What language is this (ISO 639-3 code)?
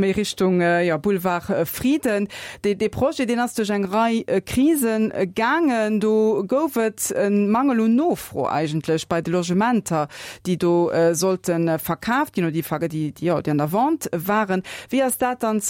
ltz